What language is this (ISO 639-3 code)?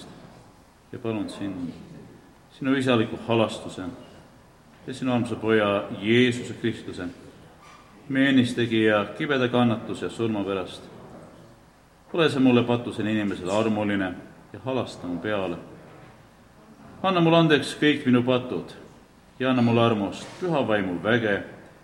est